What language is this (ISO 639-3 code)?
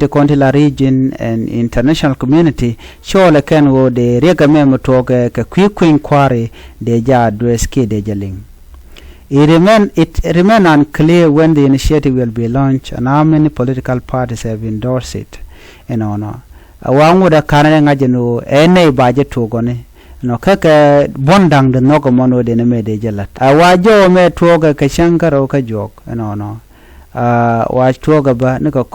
nus